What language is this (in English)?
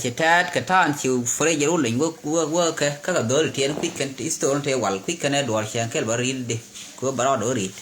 Nuer